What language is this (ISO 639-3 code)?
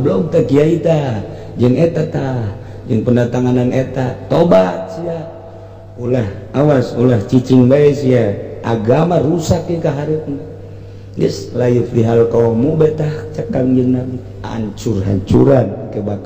sun